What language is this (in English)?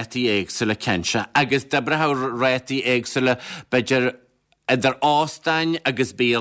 Irish